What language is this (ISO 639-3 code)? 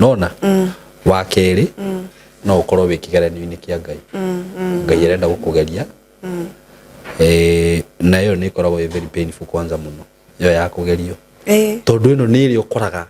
kik